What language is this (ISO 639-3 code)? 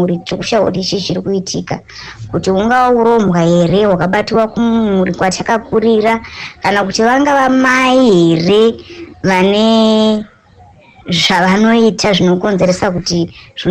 sna